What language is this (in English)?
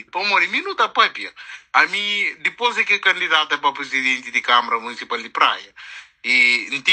Kabuverdianu